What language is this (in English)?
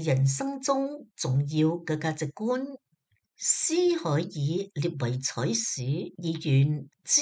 Cantonese